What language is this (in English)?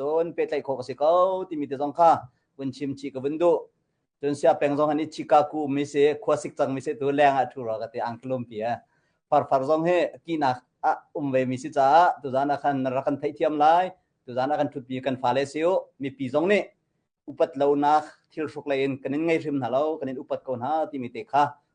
Hakha Chin